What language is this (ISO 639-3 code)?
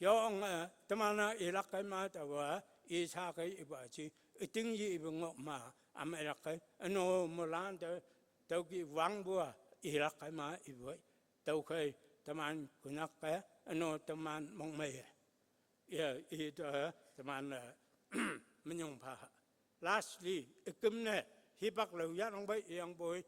nbe